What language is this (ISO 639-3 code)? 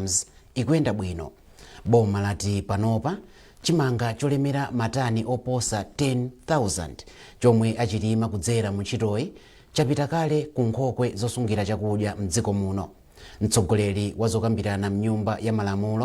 nya